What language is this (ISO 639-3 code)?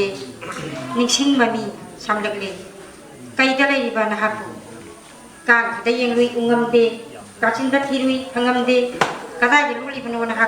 mni